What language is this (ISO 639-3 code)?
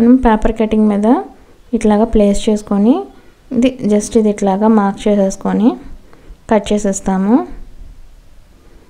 tel